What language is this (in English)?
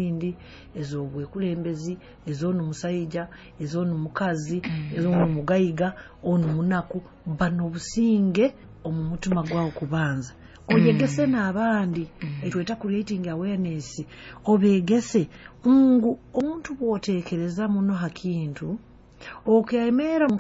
Nyoro